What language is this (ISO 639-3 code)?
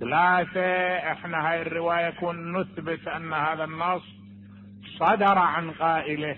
acm